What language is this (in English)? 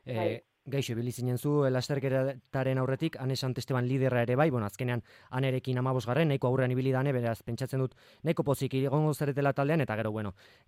Basque